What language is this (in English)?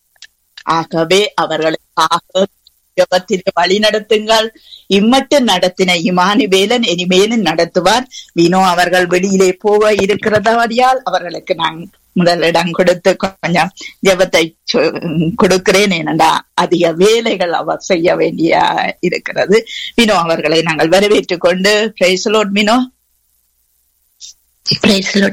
Tamil